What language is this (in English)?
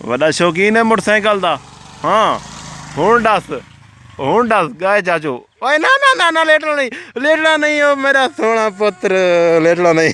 Saraiki